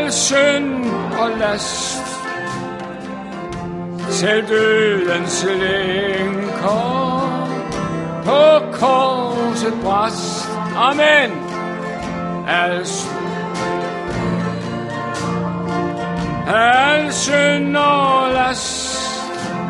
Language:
Danish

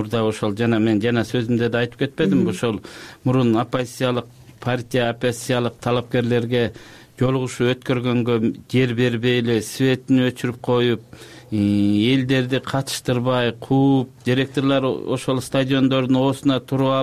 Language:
Kyrgyz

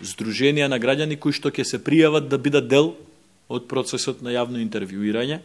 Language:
Macedonian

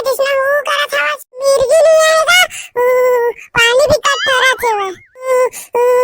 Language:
Chhattisgarhi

